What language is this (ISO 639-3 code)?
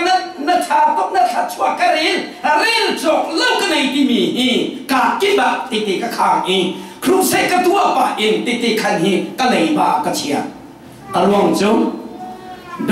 cfm